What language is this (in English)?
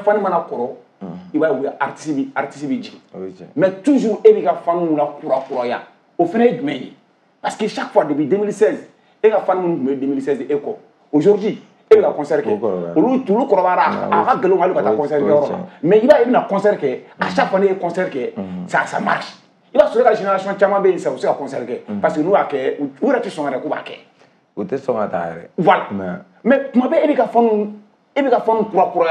Bambara